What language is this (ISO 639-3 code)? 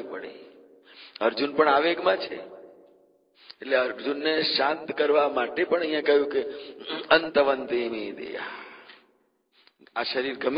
guj